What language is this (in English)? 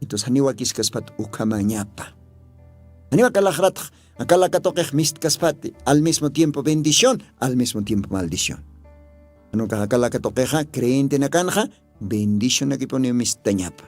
Aymara